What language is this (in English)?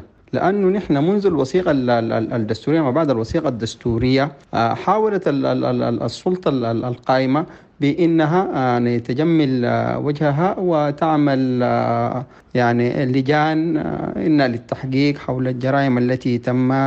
Sudanese Arabic